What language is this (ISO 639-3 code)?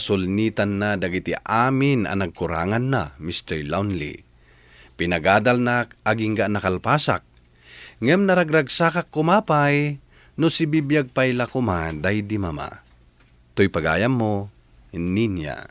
ilo